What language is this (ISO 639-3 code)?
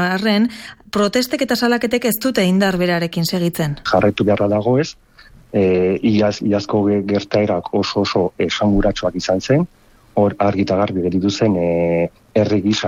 eus